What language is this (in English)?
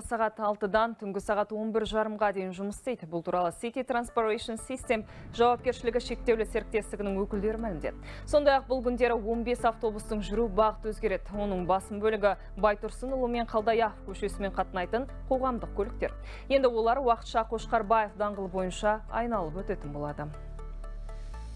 Kazakh